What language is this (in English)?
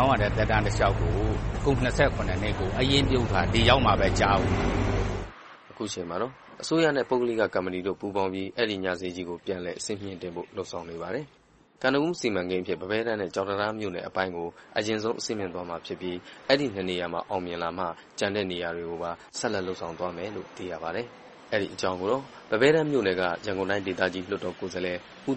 Burmese